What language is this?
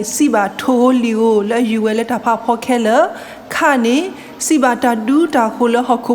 S'gaw Karen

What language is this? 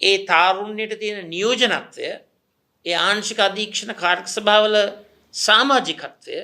Sinhala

